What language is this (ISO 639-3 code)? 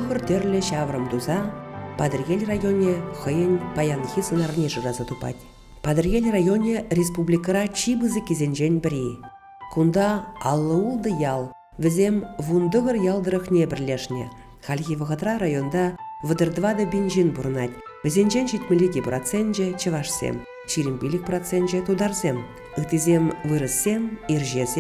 chv